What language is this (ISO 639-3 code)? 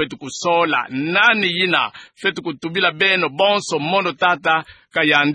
ktu